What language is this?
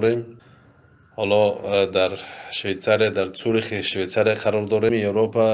Tajik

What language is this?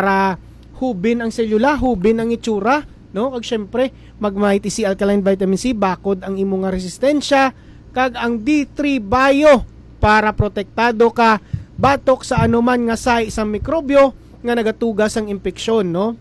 Hiligaynon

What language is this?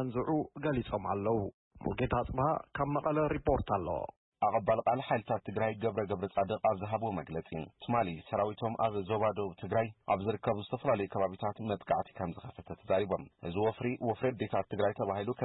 Tigrinya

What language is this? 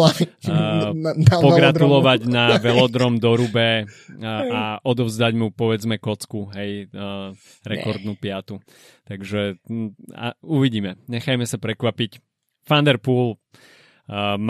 Slovak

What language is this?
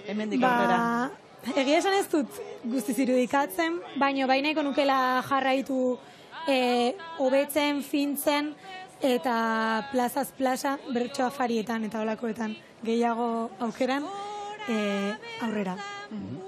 Basque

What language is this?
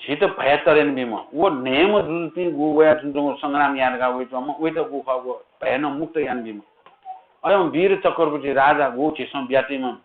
Newari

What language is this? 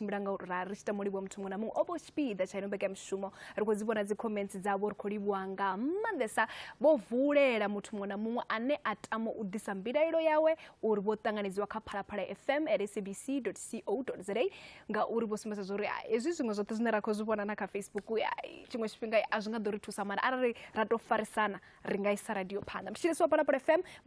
Venda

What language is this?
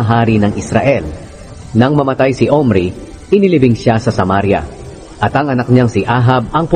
Filipino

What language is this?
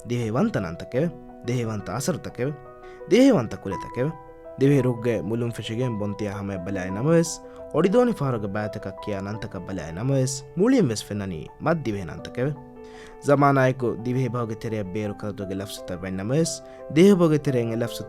Divehi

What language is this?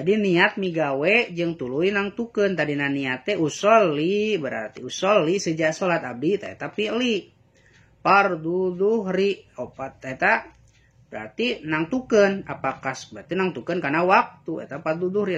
Sundanese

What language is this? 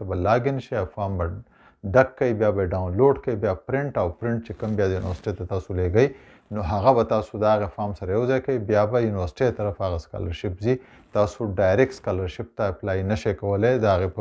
Pashto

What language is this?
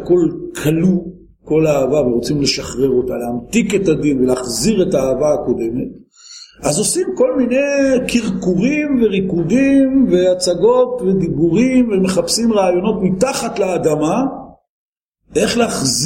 Hebrew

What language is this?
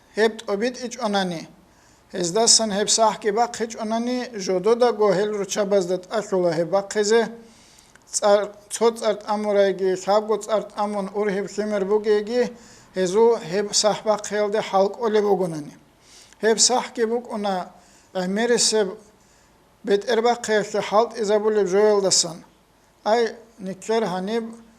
Avaric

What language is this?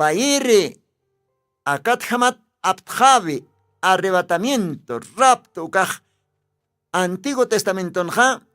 Aymara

